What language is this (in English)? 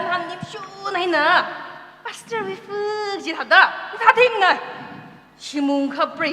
Tangkhul Naga (India)